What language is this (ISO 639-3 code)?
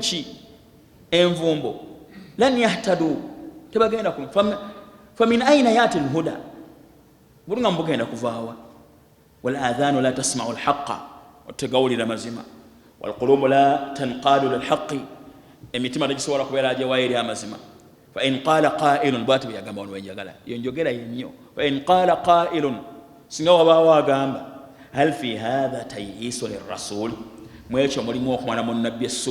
lug